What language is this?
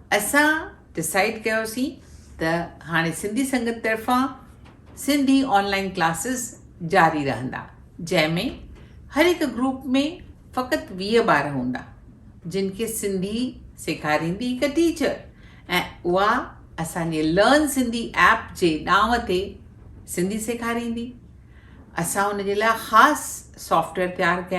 Sindhi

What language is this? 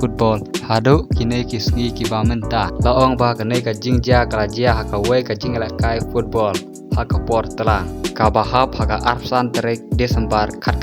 Khasi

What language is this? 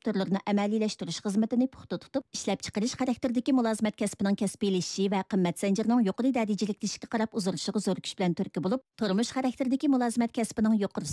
Uyghur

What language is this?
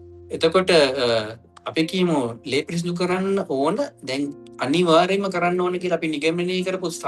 Sinhala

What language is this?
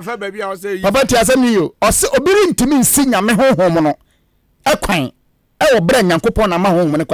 Akan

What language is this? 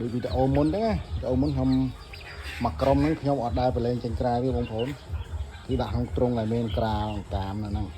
Khmer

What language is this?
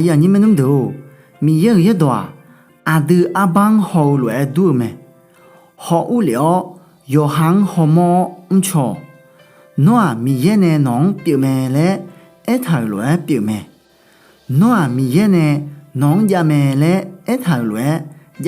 Akha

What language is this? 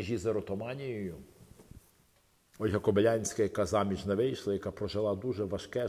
Ukrainian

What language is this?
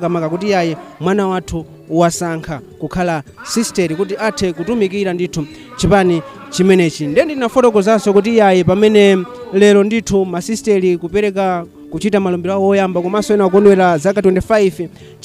Nyanja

